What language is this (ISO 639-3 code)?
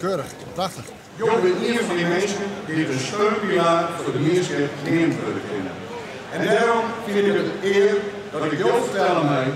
fry